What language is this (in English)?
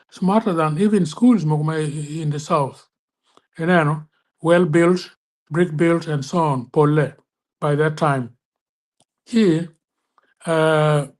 Acoli